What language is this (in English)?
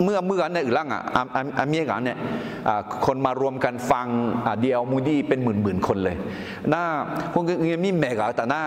Akha